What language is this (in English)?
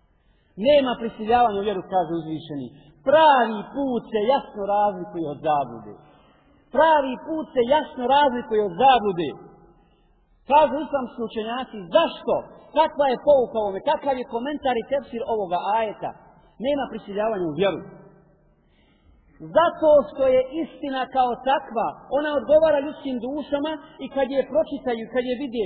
Bosnian